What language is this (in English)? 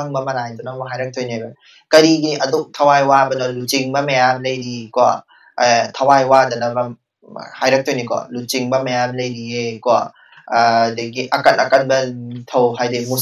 Manipuri